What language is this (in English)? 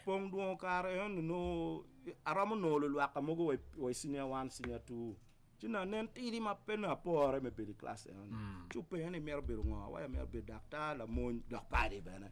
Acoli